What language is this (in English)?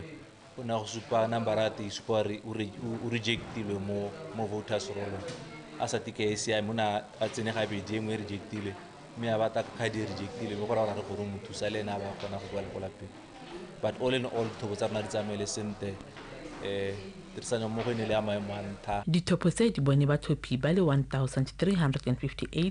Tswana